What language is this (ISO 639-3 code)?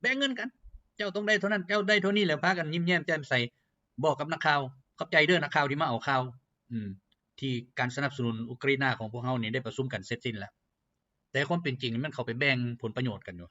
lao